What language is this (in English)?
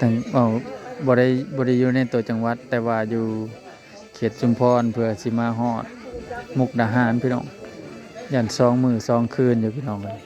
Northeastern Thai